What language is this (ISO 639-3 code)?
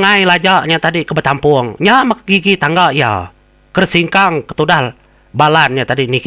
iba